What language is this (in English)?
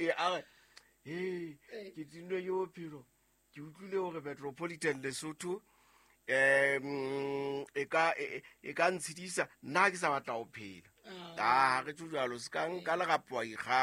Southern Sotho